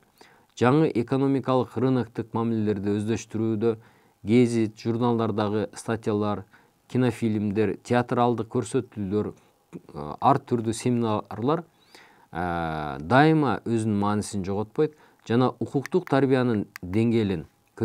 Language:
Kyrgyz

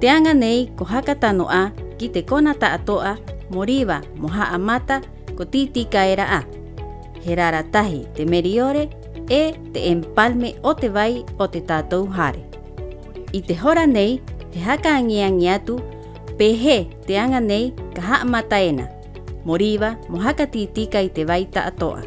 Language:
Rapanui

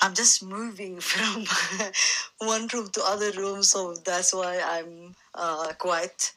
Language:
English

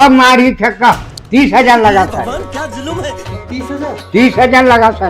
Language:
Chhattisgarhi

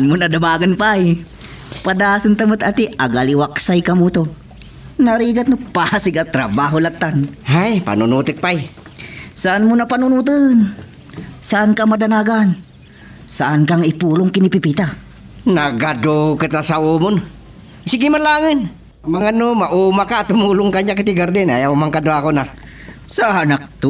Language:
Iloko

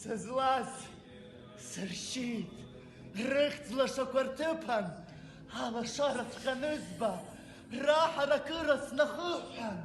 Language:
Abkhazian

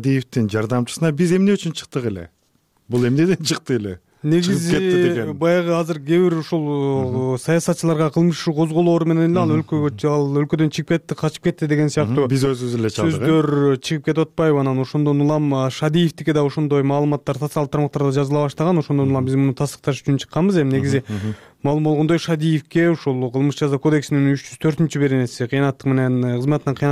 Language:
Kyrgyz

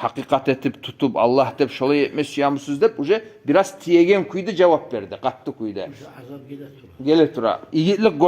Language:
Kumyk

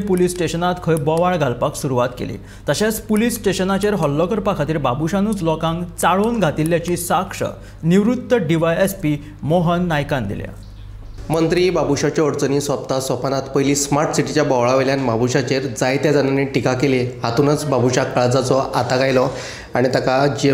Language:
Konkani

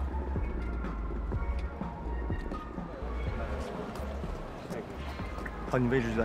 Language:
Chinese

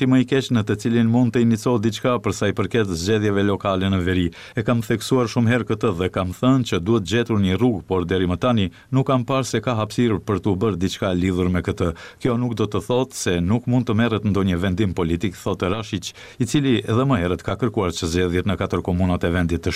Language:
Albanian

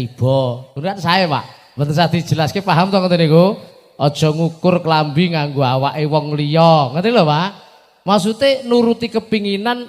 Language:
Javanese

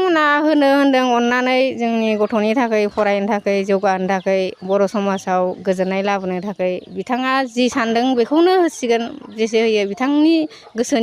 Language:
Bodo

